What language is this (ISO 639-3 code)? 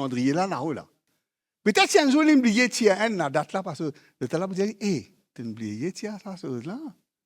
mfe